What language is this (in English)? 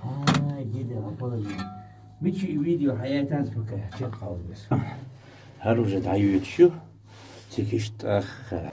Chechen